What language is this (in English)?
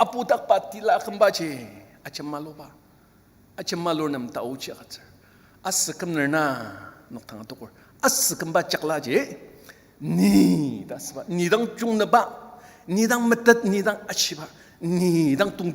Ao Naga